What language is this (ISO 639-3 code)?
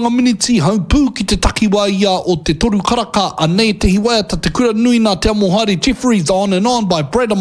mri